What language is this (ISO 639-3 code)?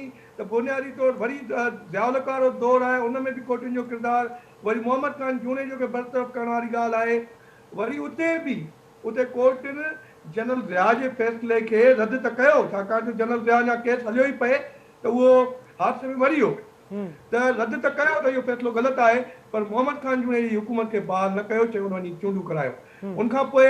snd